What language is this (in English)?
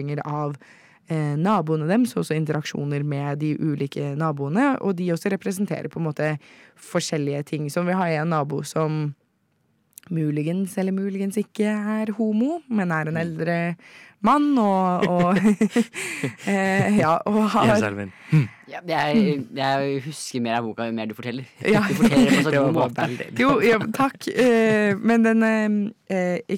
Norwegian